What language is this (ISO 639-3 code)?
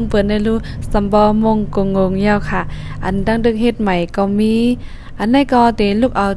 shn